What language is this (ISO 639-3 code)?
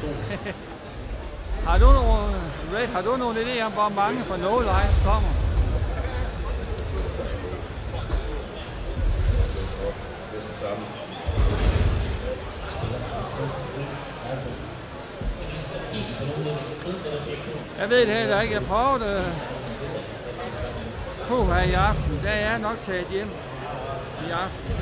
dan